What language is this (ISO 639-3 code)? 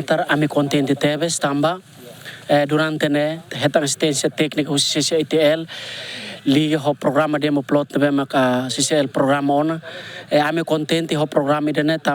tet